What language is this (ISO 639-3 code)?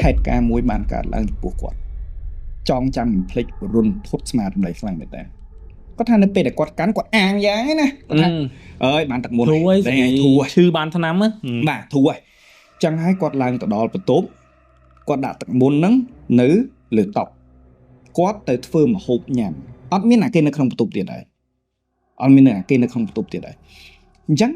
khm